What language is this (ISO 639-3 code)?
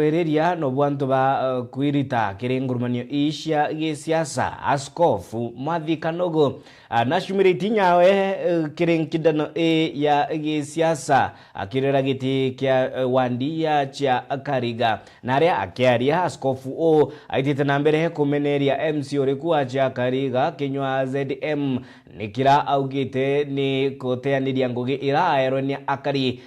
mer